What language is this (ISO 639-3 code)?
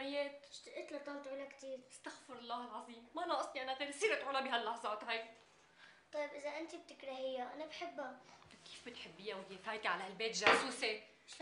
apc